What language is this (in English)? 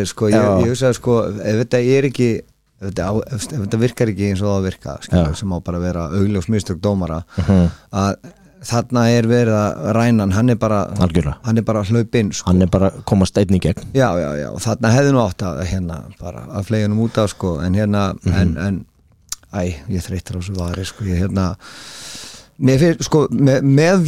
Icelandic